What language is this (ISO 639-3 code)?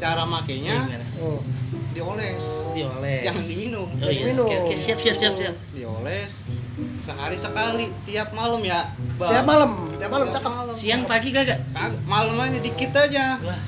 bew